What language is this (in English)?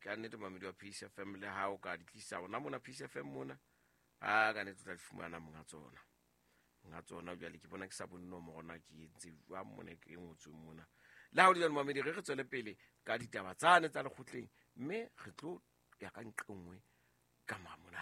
Southern Sotho